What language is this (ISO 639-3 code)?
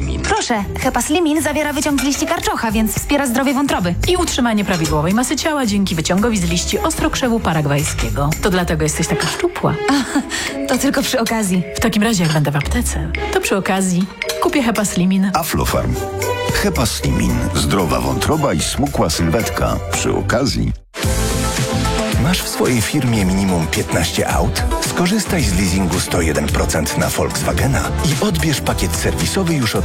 pol